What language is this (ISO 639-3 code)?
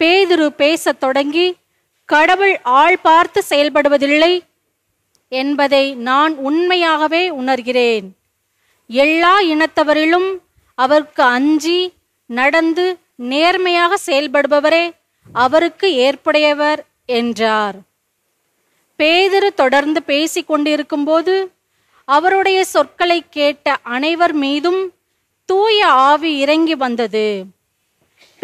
tam